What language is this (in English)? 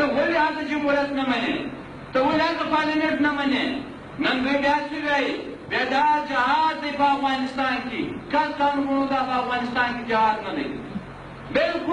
Pashto